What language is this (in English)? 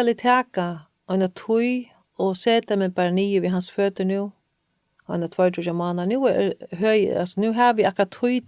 Faroese